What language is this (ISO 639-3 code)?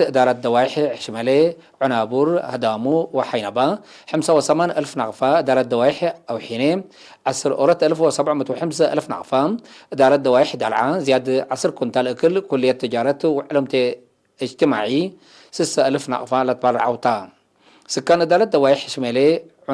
tig